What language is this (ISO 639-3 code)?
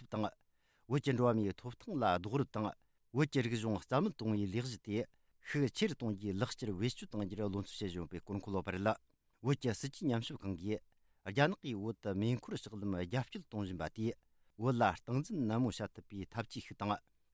bod